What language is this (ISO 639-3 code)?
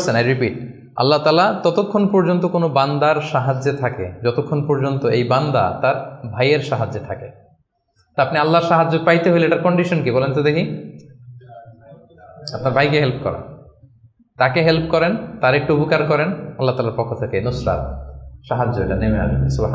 ben